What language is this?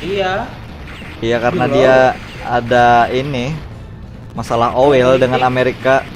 Banjar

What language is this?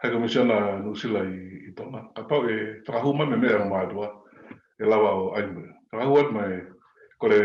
Tongan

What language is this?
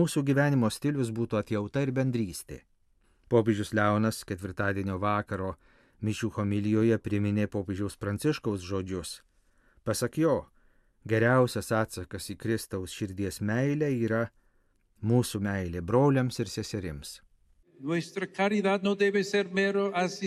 Lithuanian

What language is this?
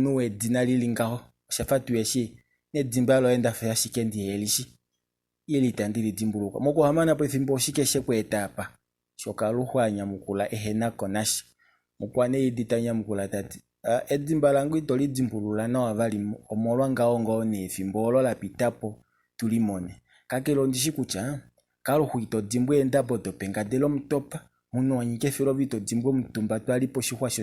Kuanyama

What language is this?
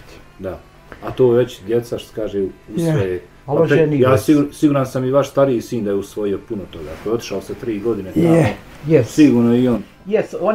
Bosnian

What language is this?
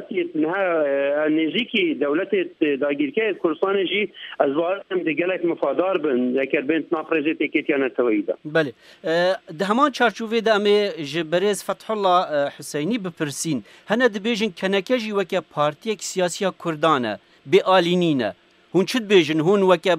Kurdish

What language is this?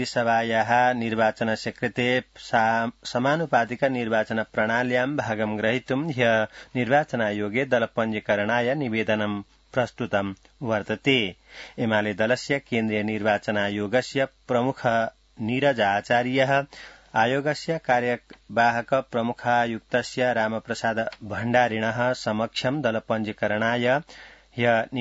Sanskrit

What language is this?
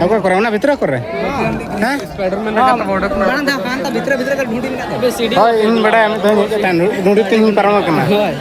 Santali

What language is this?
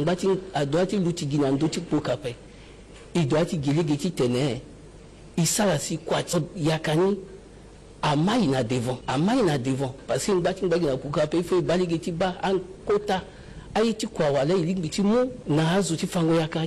Sango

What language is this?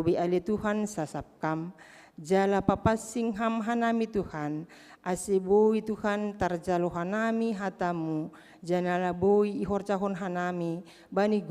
Batak Simalungun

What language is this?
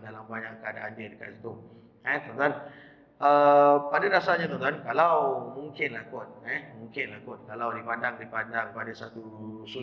Malay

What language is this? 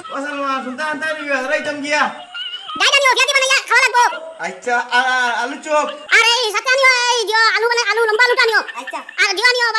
Sylheti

